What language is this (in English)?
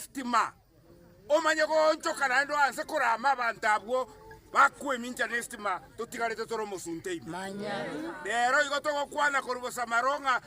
Gusii